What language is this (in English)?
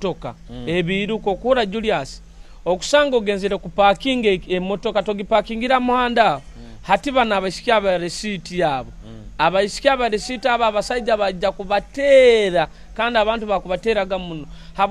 Nyoro